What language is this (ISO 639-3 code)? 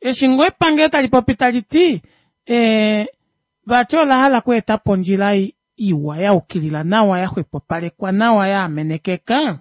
kua